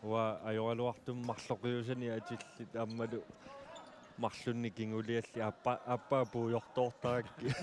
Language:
Kalaallisut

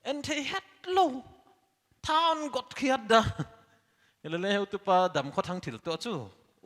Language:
Paite Chin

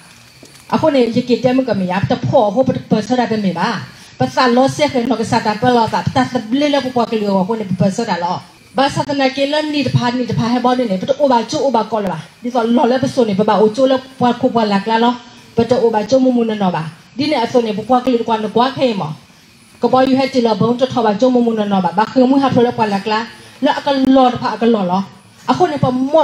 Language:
S'gaw Karen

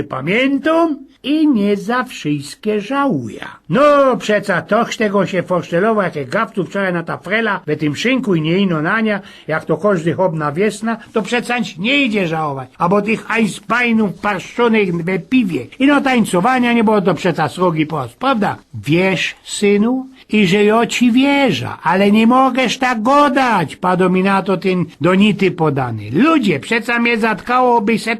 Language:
Silesian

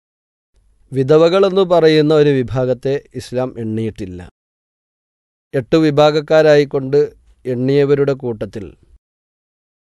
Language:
Malayalam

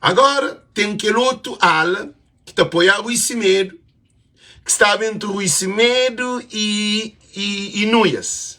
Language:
Kabuverdianu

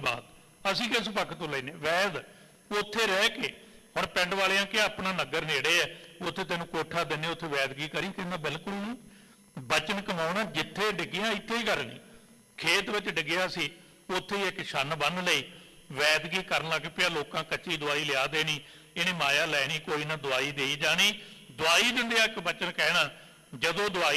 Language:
Punjabi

